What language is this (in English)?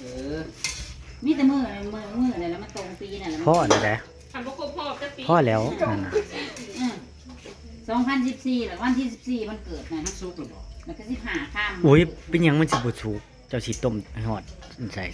Northeastern Thai